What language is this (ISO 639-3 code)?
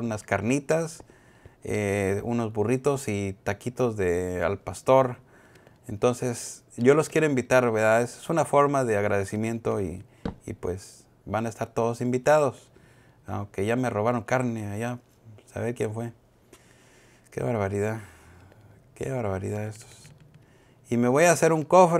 spa